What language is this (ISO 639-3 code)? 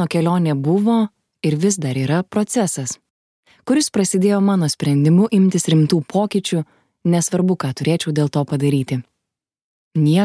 lit